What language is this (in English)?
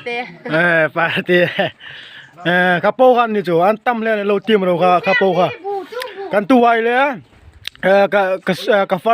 Hmar